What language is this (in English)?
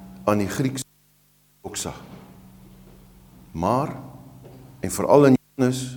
Afrikaans